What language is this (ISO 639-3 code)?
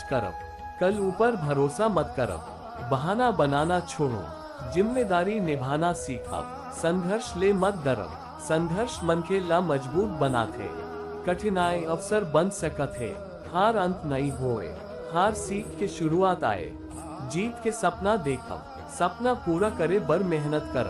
hne